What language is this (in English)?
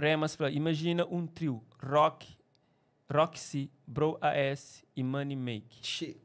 Kabuverdianu